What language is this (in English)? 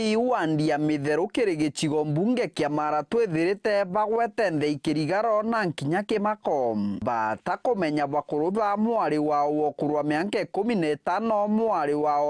Meru